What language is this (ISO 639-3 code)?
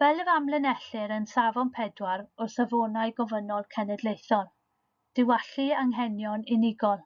cym